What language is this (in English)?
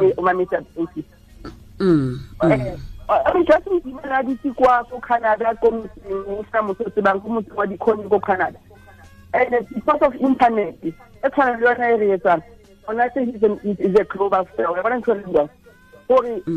Southern Sotho